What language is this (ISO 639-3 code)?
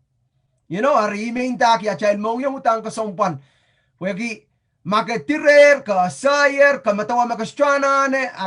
pon